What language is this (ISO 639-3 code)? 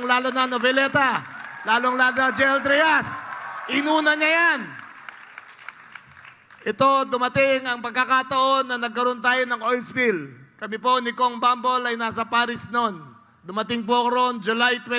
fil